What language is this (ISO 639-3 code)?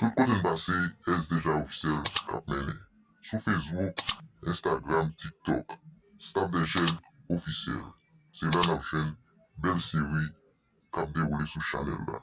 hat